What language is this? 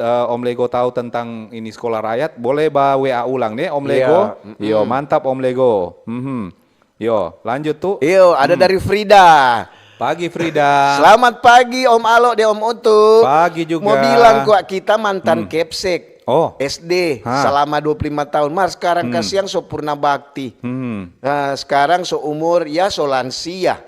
Manado Malay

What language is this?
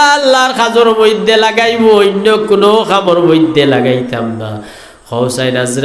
Sylheti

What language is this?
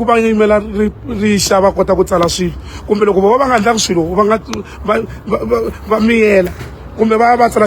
Tsonga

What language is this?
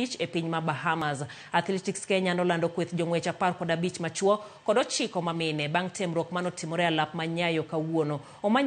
Luo (Kenya and Tanzania)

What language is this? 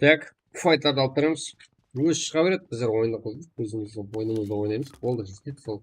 Kara-Kalpak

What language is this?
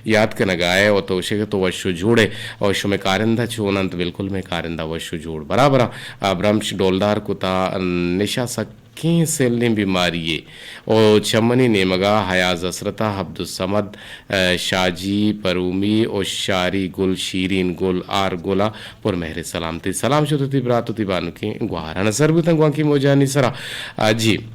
Eastern Balochi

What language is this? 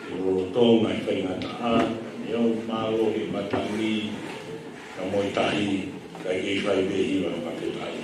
Tongan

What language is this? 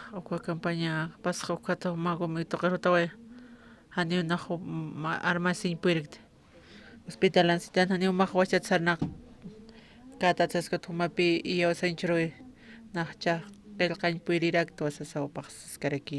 Aymara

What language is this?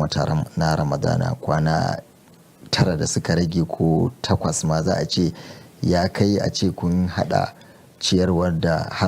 Hausa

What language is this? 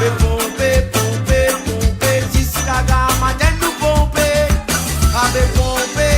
Morisyen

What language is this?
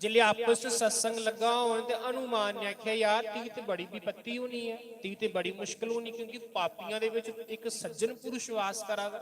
Dogri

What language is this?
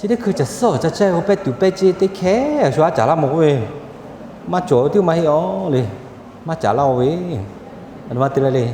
Lahu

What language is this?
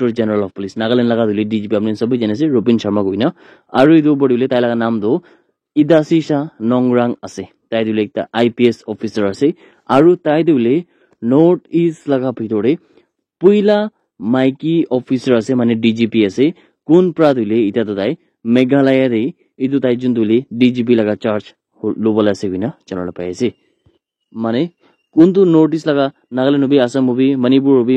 Naga Pidgin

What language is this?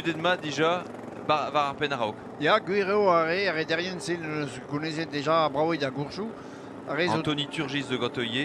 Breton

